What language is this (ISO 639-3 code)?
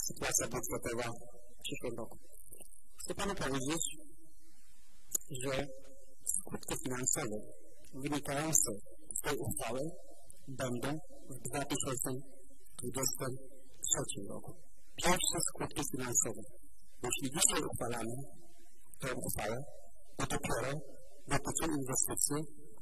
pol